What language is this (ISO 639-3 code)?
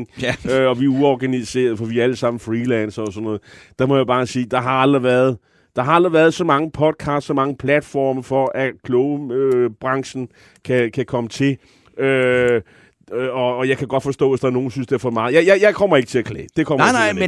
dan